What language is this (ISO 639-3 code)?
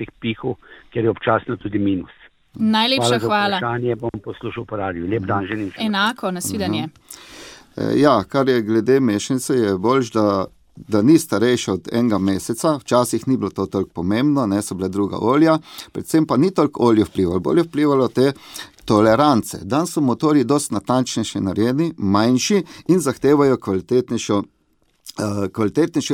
slv